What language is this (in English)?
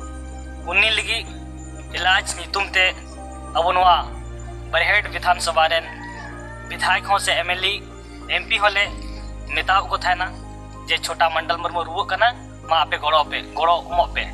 Santali